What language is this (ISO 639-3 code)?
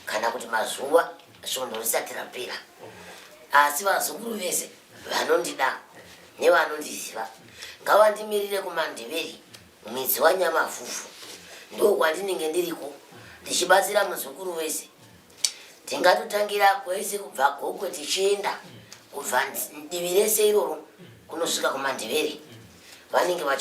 sna